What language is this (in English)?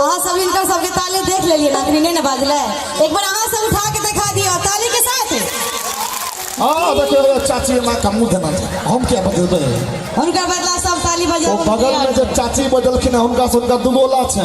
Maithili